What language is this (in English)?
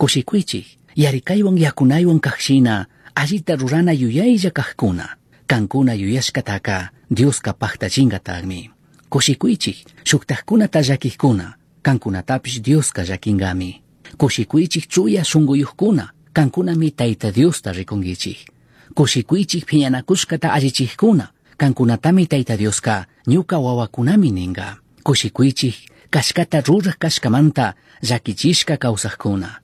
Chimborazo Highland Quichua